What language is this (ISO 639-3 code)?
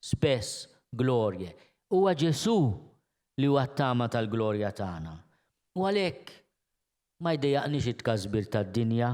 mlt